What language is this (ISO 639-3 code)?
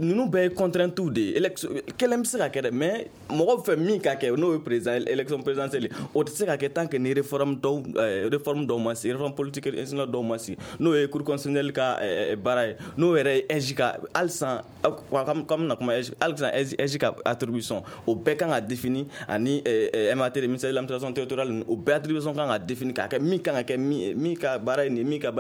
bam